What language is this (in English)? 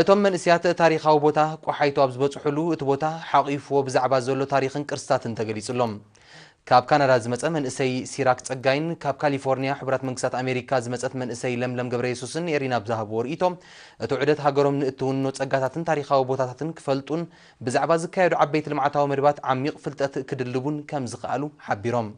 Tigrinya